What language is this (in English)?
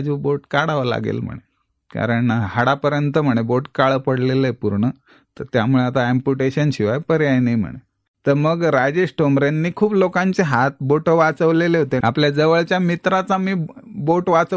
Marathi